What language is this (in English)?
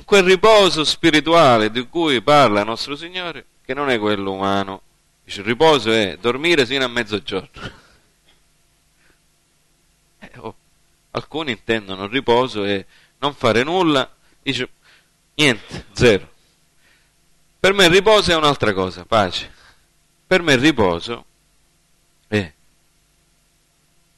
Italian